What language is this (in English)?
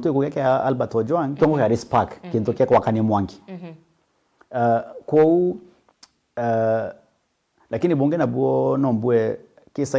Meru